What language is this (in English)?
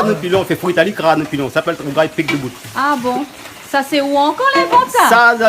Réunion Creole French